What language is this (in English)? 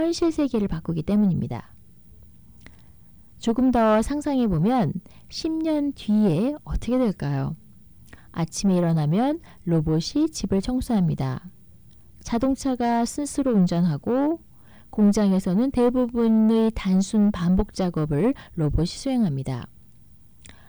Korean